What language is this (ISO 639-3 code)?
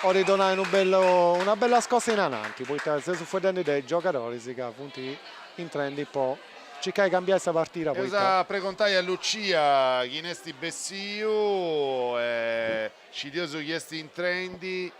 srd